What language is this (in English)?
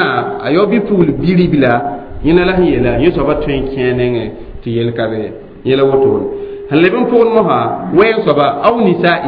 Mossi